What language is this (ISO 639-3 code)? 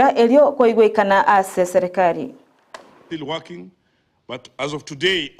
guz